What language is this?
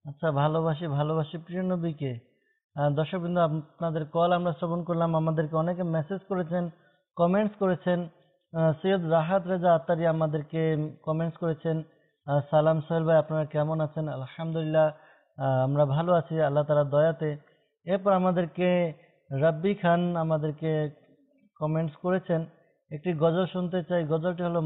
Bangla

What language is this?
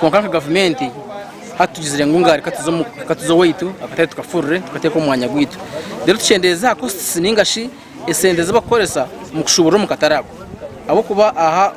Nyankole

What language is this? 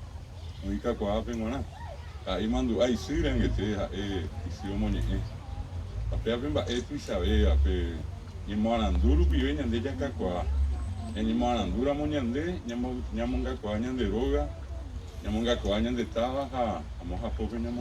Guarani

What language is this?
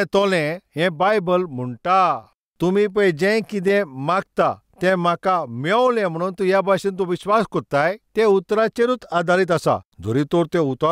Konkani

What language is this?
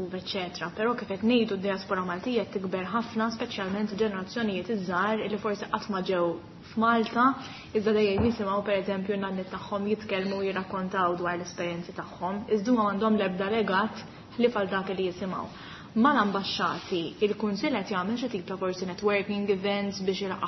Maltese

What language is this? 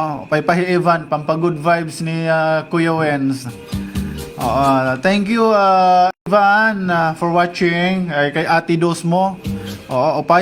Waray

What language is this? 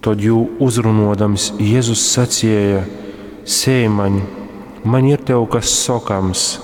Latgalian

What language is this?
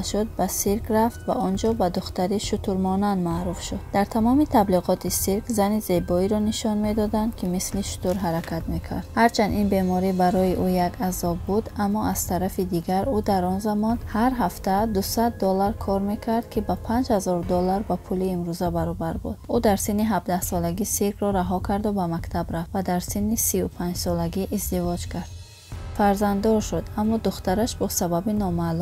Tajik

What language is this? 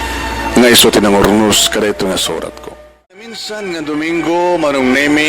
Iloko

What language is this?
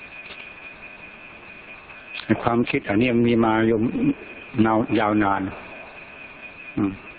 Thai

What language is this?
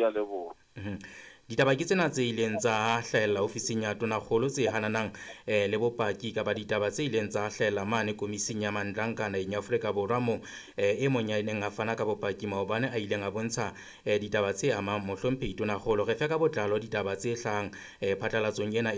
Southern Sotho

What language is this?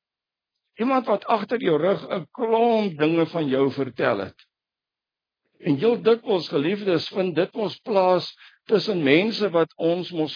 Afrikaans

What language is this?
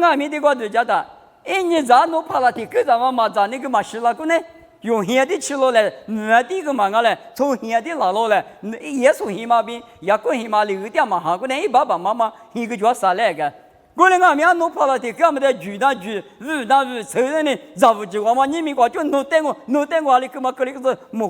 Lisu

